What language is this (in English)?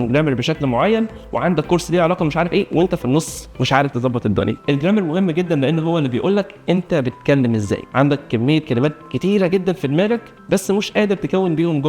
Egyptian Arabic